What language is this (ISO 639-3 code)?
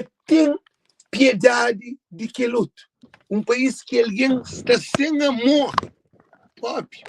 kea